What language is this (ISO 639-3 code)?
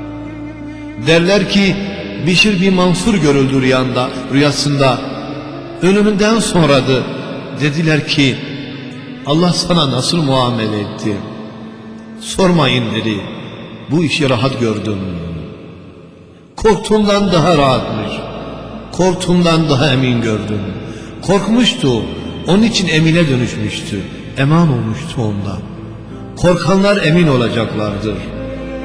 tur